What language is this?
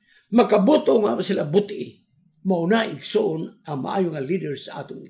Cebuano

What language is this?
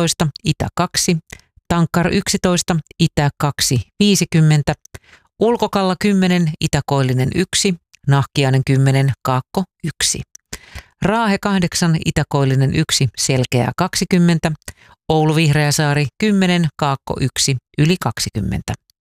Finnish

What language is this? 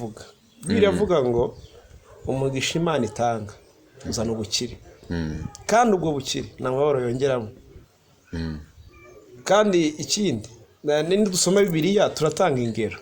Kinyarwanda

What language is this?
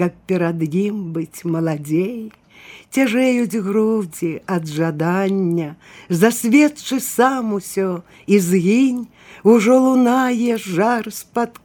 Belarusian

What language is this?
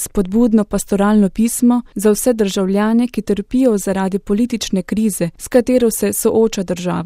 Slovenian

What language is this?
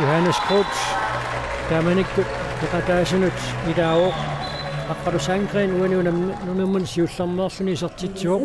Kalaallisut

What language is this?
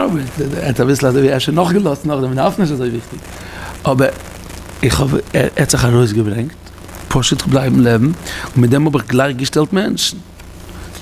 Yiddish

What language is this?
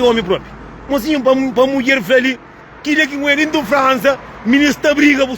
Kabuverdianu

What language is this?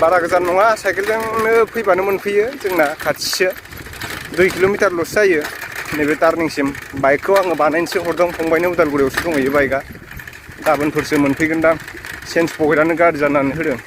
Bodo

